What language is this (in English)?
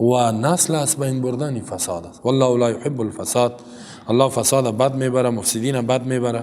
Persian